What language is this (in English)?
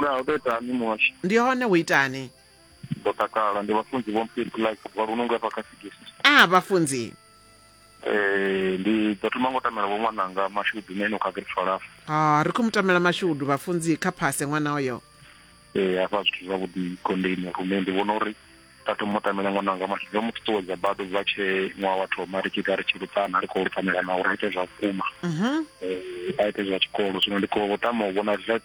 Venda